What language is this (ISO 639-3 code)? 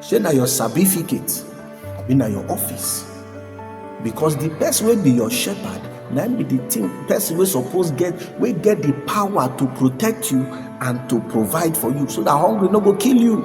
pcm